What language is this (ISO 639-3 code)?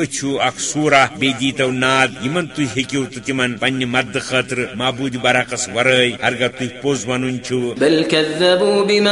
kas